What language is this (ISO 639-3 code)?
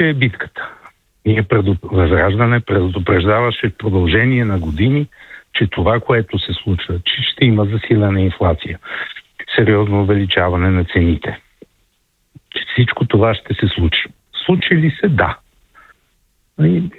bul